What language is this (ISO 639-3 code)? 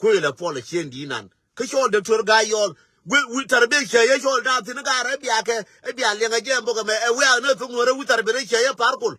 nus